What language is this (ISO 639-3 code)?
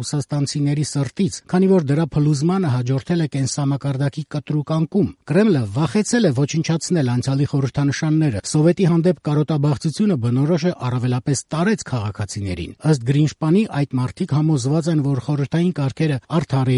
hye